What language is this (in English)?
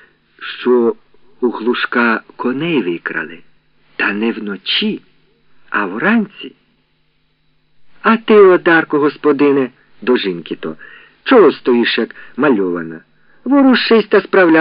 Ukrainian